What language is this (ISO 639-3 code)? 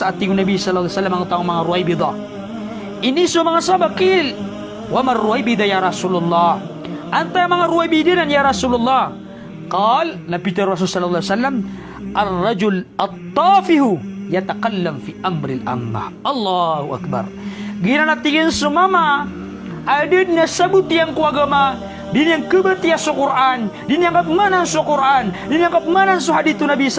mrw